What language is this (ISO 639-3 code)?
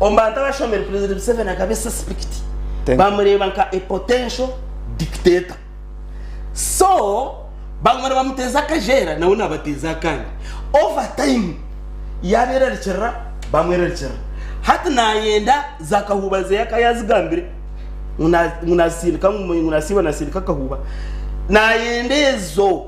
nyn